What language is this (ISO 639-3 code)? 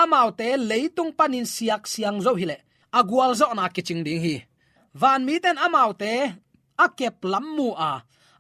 ctd